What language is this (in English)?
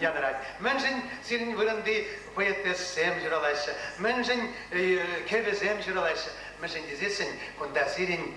Chuvash